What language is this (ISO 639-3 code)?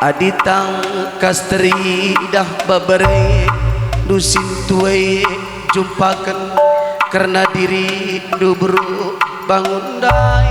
btx